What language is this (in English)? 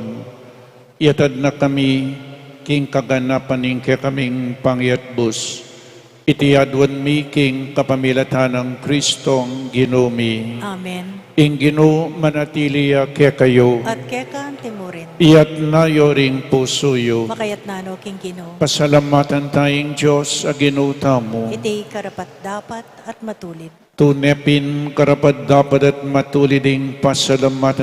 Pampanga